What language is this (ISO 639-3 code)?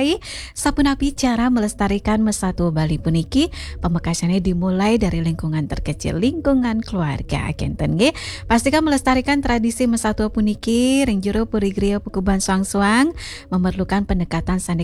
ban